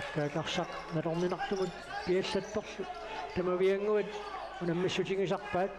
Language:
Kalaallisut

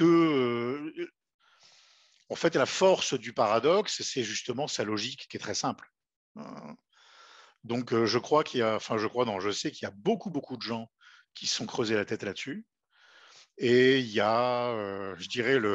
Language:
French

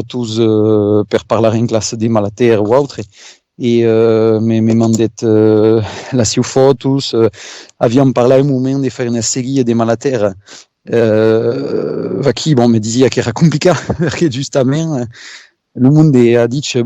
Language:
Occitan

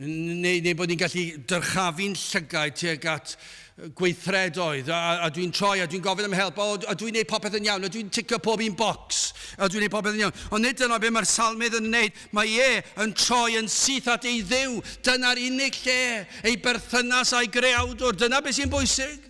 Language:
Welsh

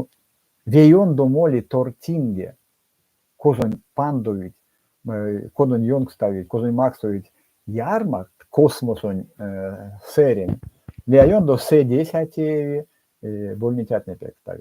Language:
Erzya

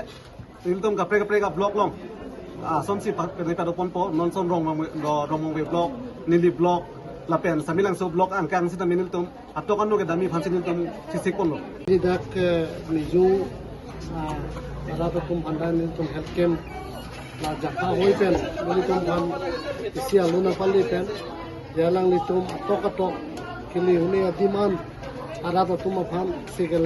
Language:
Karbi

